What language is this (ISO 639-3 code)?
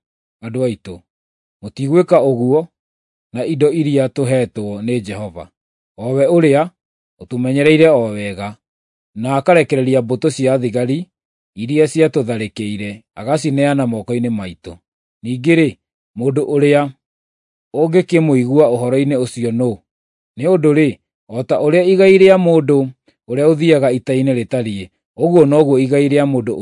kik